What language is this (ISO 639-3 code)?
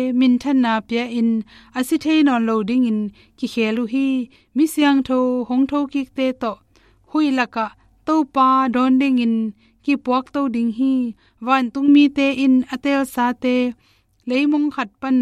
ctd